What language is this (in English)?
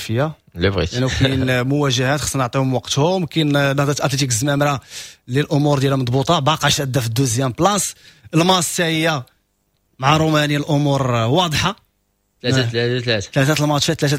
Moroccan Arabic